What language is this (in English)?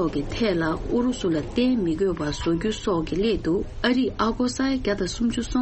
Tibetan